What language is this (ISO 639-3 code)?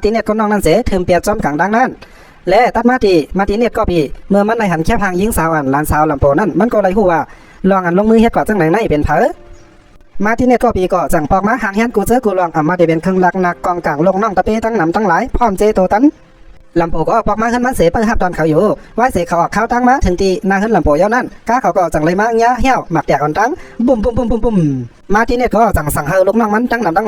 shn